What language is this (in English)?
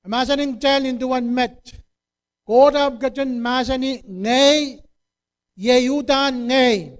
Pohnpeian